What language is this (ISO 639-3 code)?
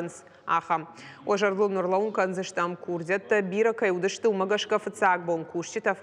oss